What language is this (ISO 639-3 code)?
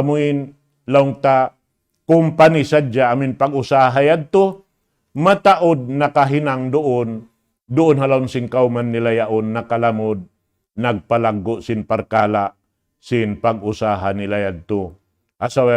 tsg